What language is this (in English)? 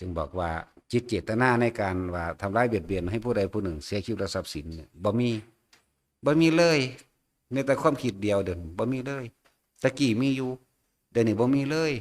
Northeastern Thai